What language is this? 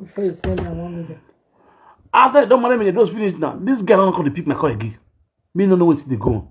Nigerian Pidgin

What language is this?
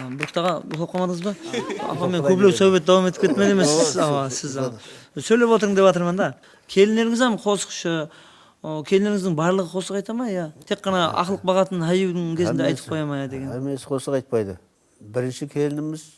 Kara-Kalpak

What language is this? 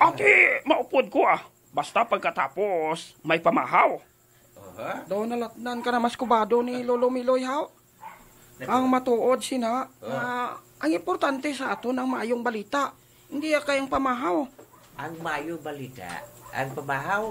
Hiligaynon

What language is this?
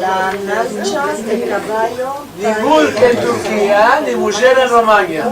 Ladino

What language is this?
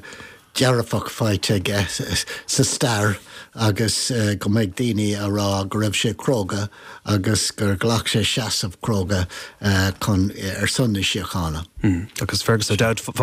Irish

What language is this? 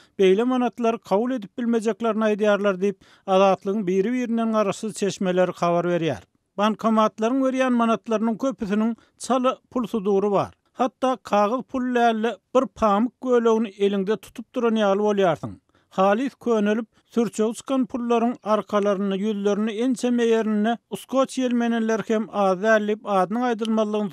Turkmen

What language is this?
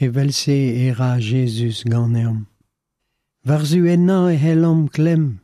Breton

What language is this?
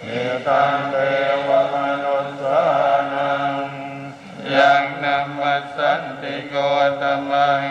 Pali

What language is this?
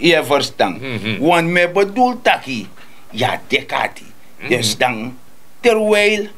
Sranan Tongo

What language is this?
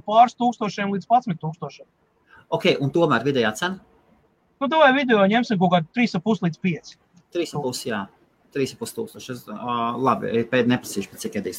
Latvian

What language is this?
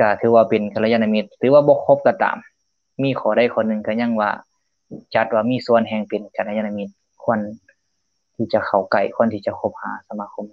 Lao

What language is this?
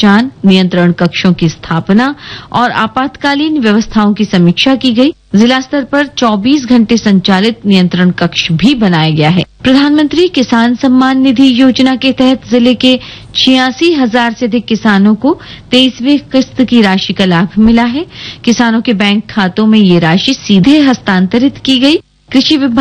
Hindi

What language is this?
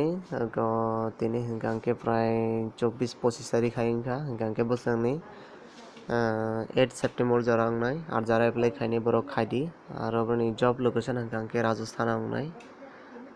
Kok Borok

